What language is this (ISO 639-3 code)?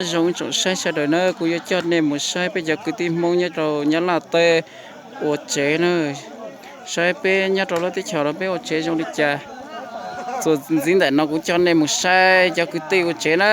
hmn